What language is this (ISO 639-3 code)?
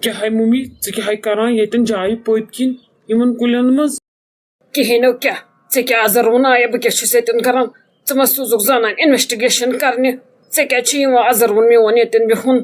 kas